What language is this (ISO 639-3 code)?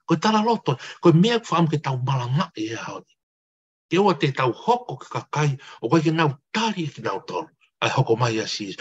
ton